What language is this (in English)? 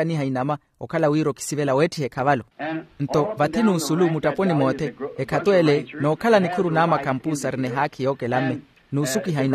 Makhuwa